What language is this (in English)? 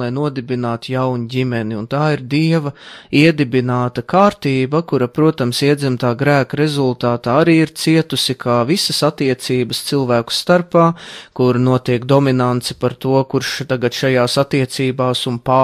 Latvian